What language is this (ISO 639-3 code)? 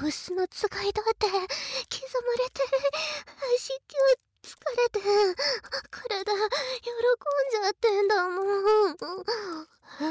jpn